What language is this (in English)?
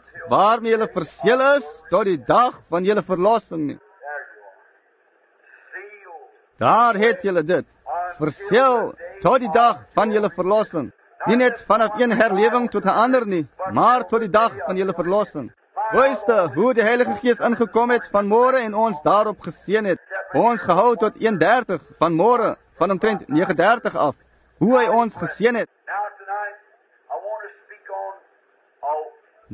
Afrikaans